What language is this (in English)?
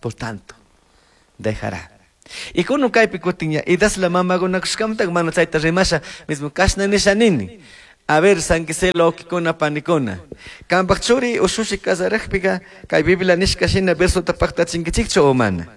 Chimborazo Highland Quichua